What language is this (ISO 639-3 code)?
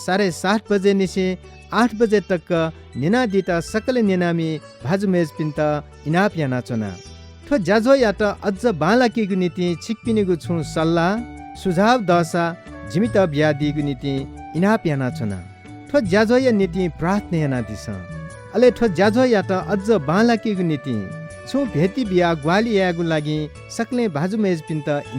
new